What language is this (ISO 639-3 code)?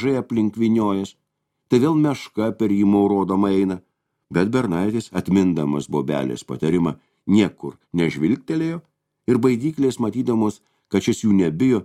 lit